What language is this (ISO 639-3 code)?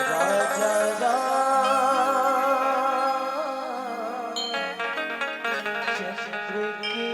hne